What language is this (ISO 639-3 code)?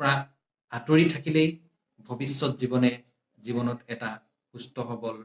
asm